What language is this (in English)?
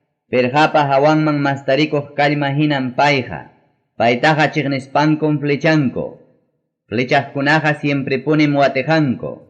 Ayacucho Quechua